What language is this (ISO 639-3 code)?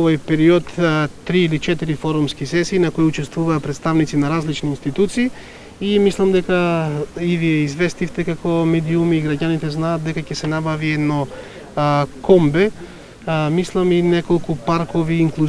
mkd